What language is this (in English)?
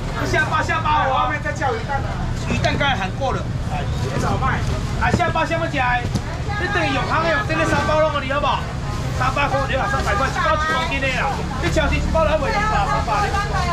Chinese